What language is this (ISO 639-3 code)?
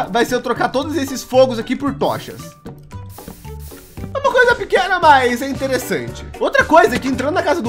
por